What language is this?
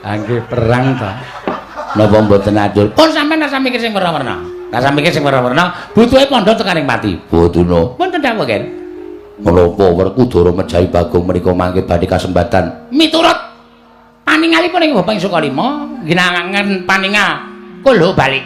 Javanese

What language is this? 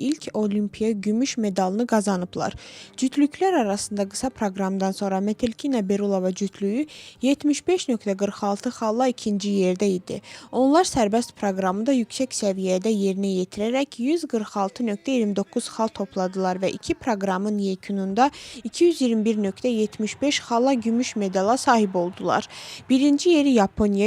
Azerbaijani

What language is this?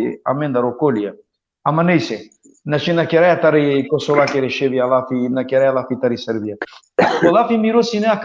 Balkan Romani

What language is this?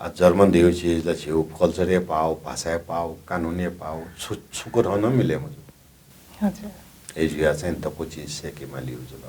Newari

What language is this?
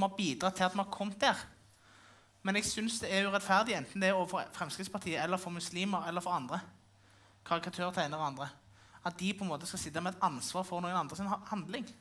Norwegian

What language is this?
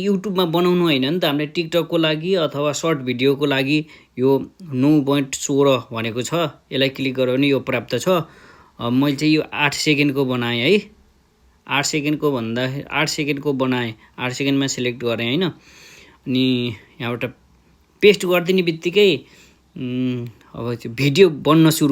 Nepali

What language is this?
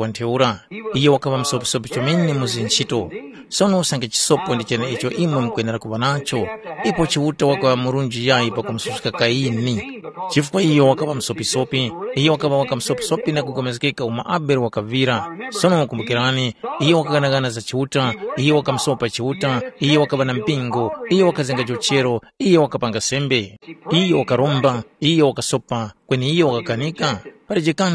Tumbuka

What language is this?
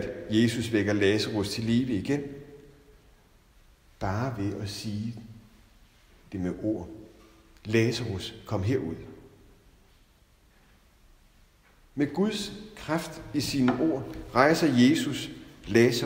Danish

